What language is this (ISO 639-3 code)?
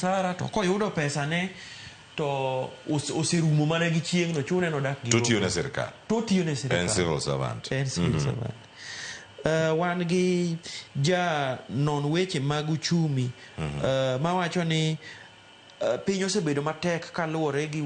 luo